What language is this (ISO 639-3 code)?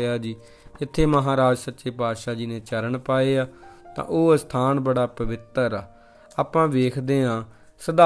pan